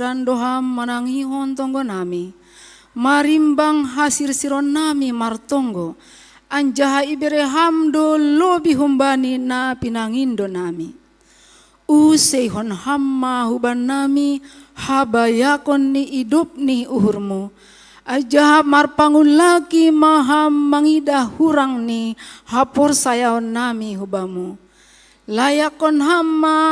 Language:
Batak Simalungun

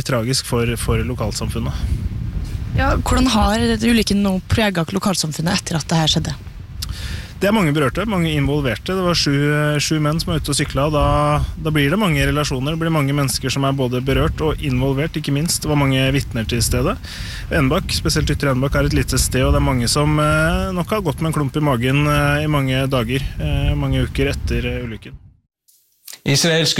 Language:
Norwegian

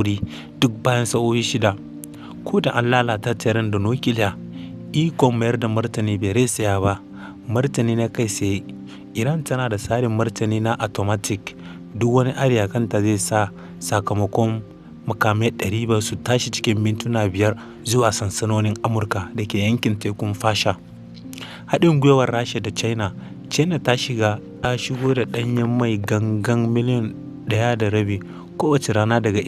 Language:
Hausa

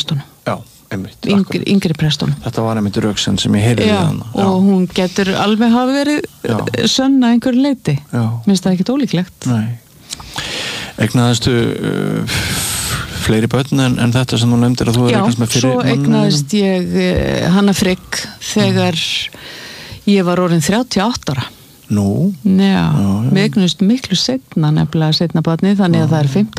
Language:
Icelandic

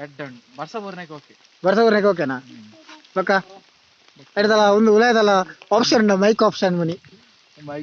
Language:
Tulu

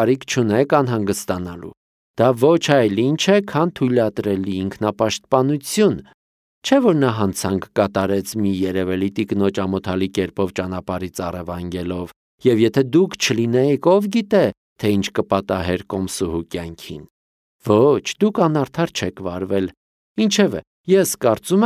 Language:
Armenian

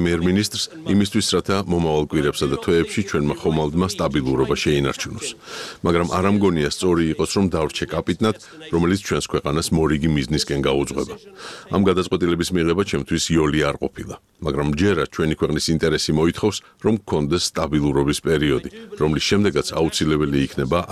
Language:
Georgian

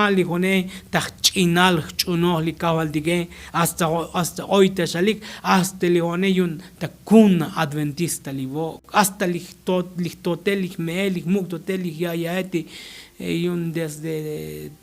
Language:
Tzotzil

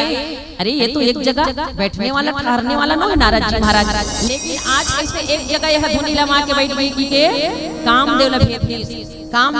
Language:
Chhattisgarhi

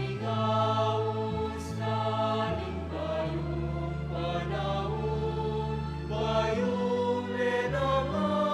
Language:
Pampanga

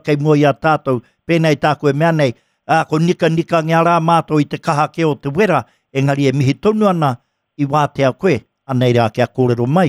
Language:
Māori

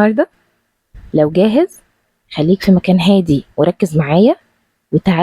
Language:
Egyptian Arabic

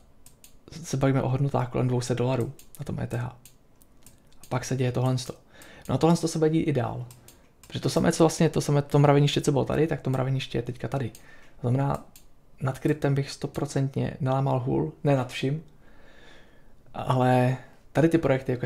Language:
Czech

